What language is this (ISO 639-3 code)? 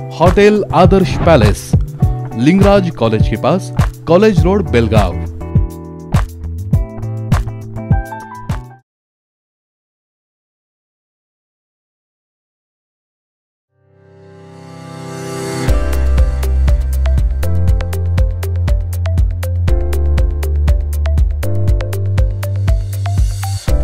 kan